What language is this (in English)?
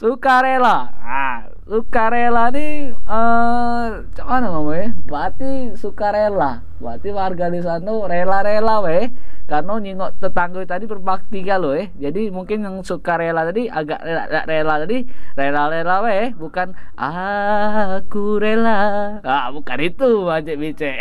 Musi